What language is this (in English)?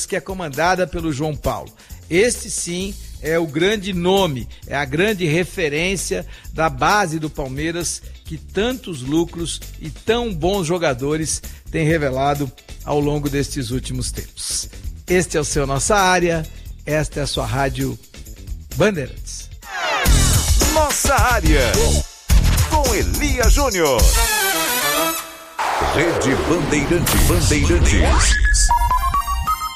Portuguese